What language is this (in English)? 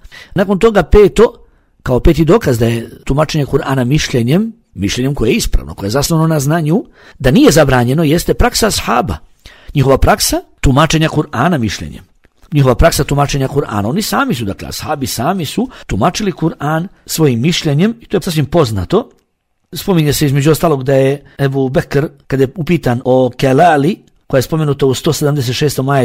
Bosnian